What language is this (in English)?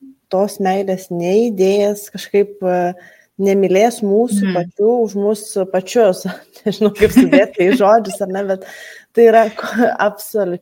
Lithuanian